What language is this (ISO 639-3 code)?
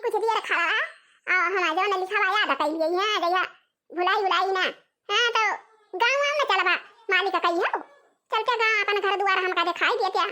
awa